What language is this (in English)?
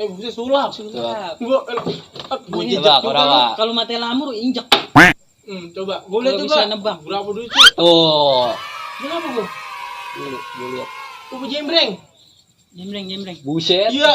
Betawi